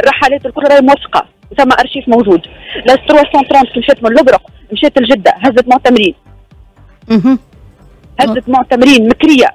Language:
Tunisian Arabic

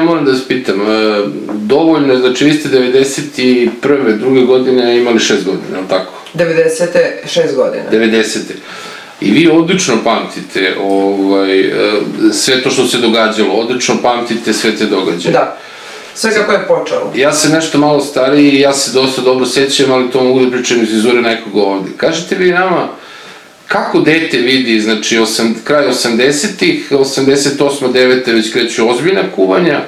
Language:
Serbian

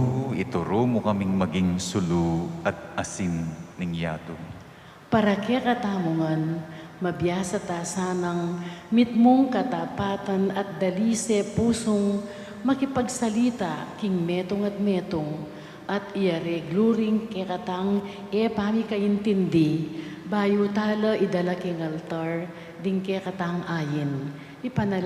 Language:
Pampanga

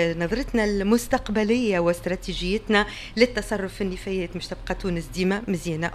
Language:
Tunisian Arabic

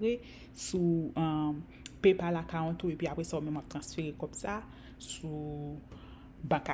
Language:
Haitian Creole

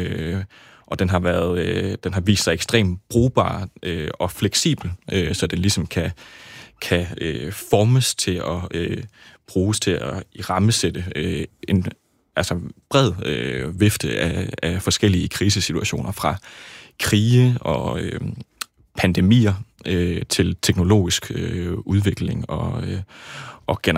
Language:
Danish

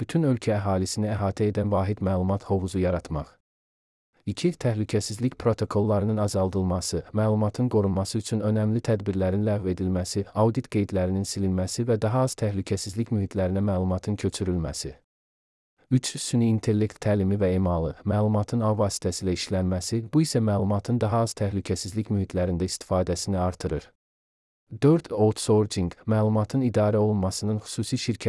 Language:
Azerbaijani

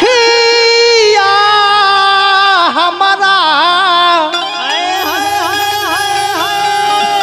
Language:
Bhojpuri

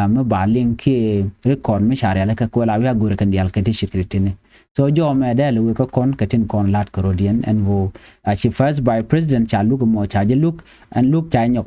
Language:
Nuer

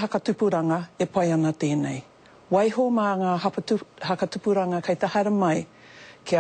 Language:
Māori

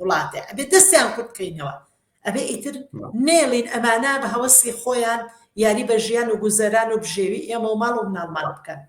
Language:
Central Kurdish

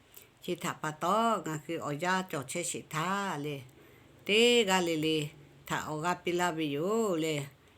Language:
Lahu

